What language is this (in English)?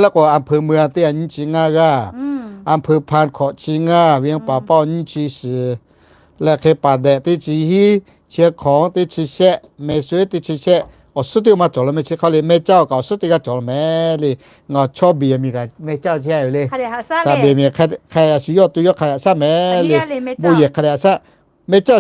Lahu